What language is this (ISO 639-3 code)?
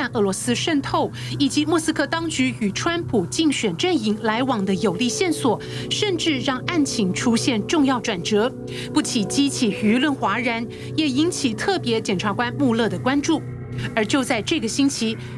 zho